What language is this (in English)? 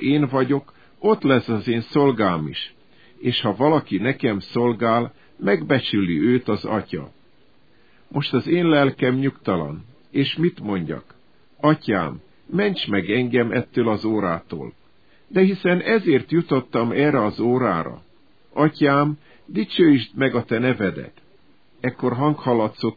Hungarian